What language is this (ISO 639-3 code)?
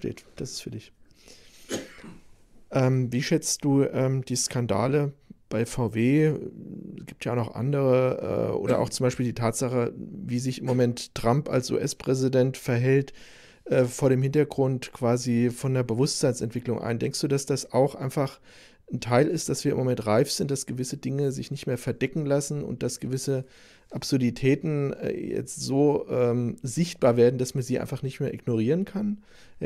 deu